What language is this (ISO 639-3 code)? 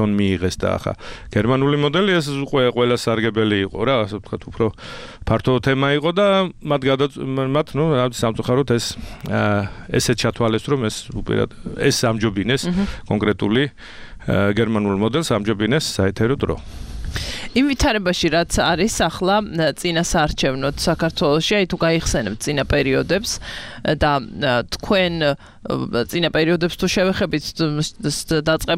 kat